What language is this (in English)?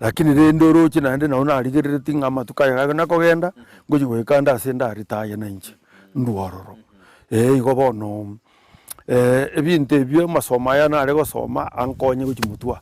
Gusii